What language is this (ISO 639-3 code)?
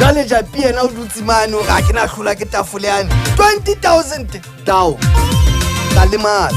sot